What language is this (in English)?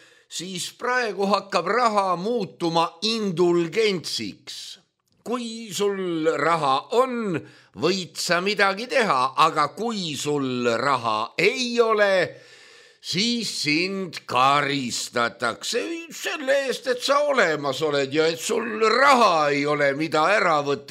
Estonian